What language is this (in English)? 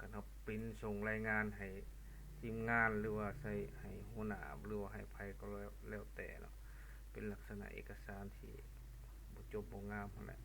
Lao